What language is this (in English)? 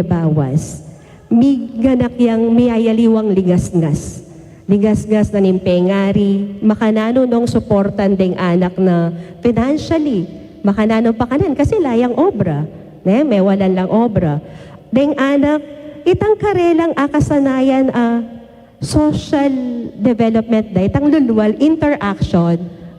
Pampanga